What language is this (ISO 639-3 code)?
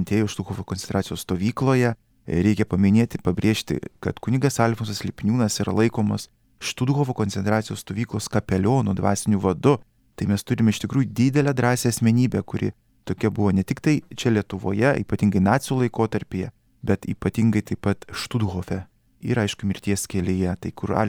lit